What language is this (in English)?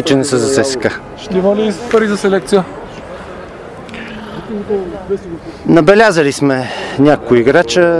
Bulgarian